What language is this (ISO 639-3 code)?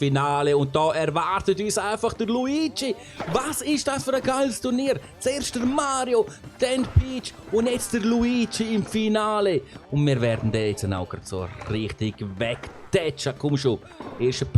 gsw